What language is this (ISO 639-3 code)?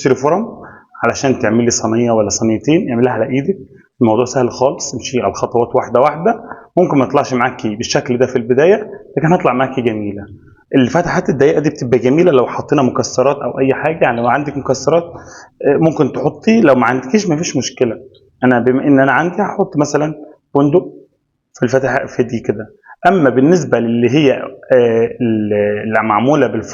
arz